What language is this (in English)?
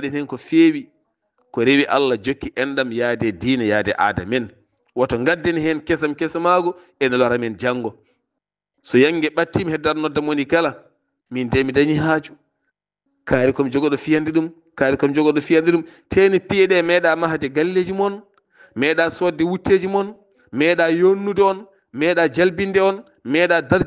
Fula